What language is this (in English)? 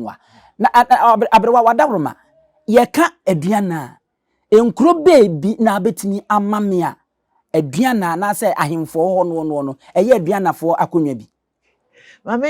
Akan